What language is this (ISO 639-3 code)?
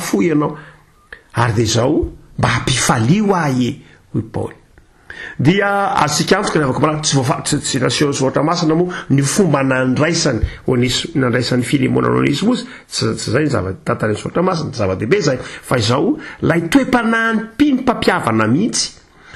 mlg